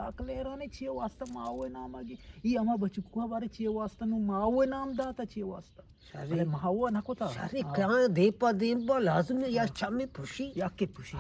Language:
Eastern Balochi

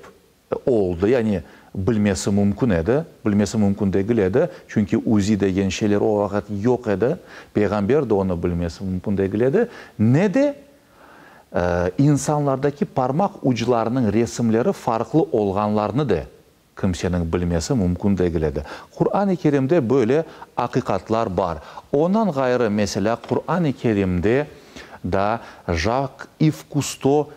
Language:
Crimean Tatar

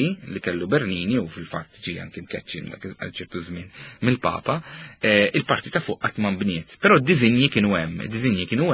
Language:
Maltese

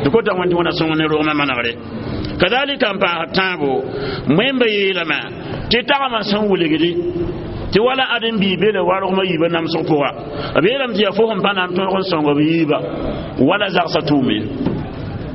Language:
Mossi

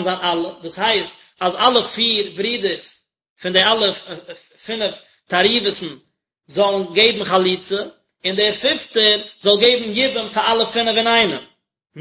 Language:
Yiddish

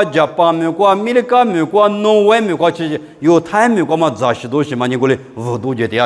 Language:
Lisu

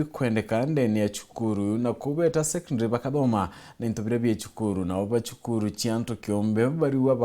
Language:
Meru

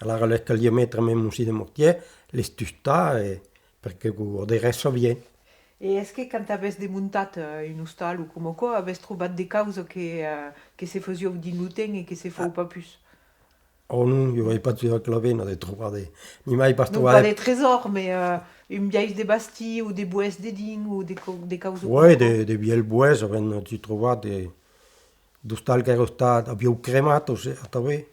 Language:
Occitan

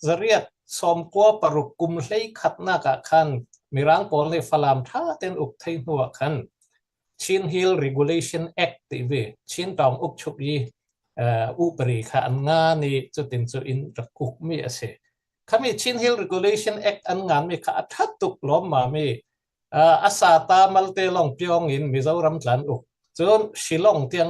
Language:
Falam Chin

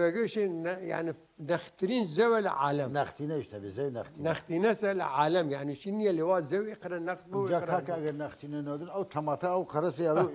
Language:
Southern Kurdish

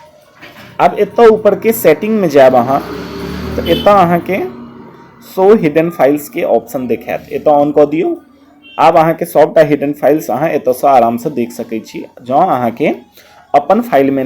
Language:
Maithili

